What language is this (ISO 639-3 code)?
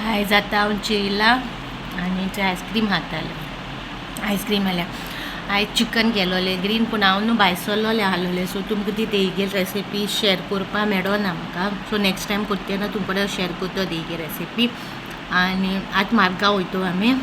kok